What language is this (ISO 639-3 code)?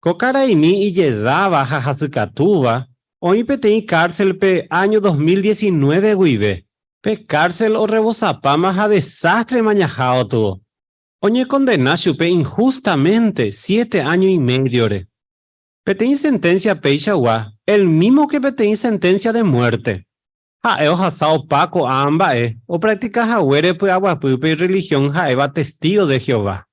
grn